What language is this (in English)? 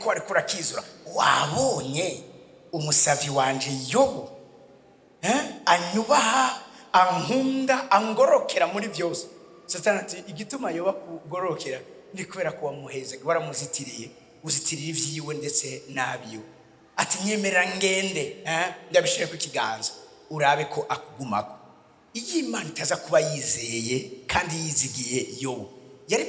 Rundi